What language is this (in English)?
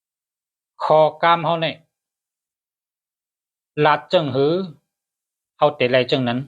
Shan